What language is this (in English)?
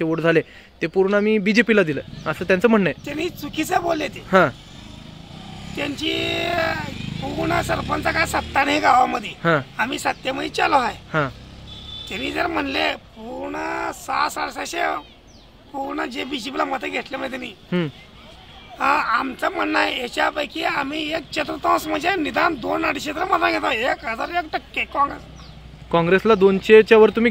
Marathi